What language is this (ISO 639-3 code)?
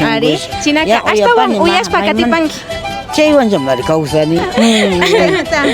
qvi